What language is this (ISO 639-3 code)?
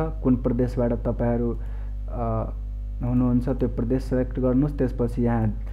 nep